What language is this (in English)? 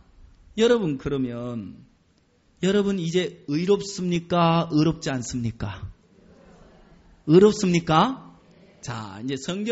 Korean